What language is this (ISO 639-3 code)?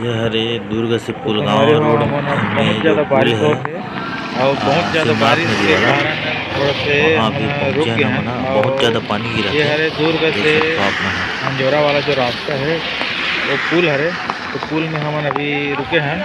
hne